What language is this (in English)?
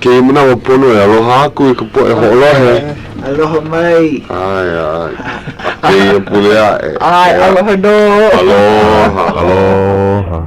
Hawaiian